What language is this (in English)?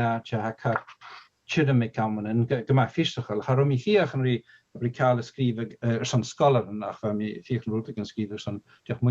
Scottish Gaelic